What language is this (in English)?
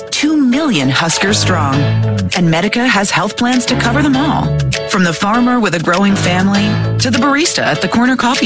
English